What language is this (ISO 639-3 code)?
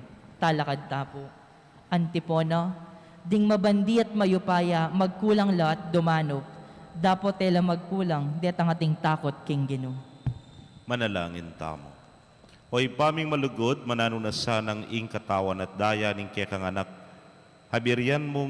pam